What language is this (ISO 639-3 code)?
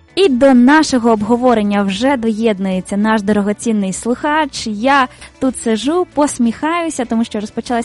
ukr